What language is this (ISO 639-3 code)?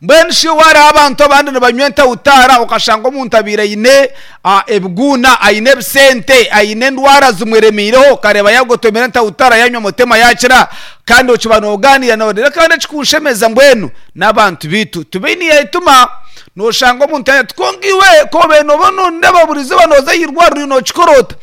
nyn